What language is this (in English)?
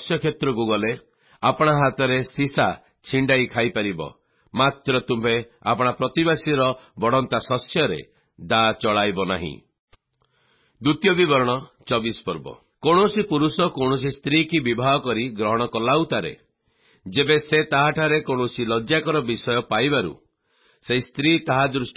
Odia